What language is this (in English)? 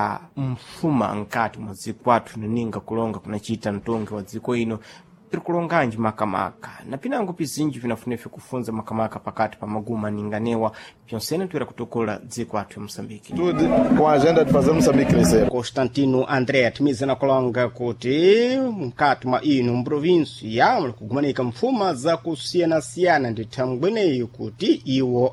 Sena